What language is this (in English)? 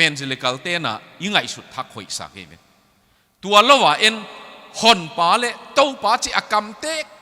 Tedim Chin